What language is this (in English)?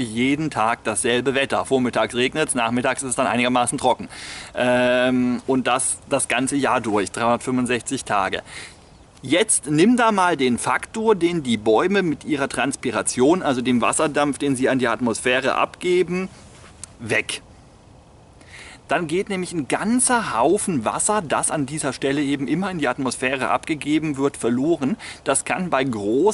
German